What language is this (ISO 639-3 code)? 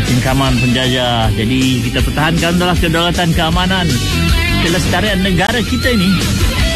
msa